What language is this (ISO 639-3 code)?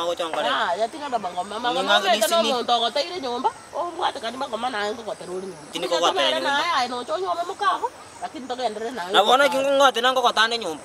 guz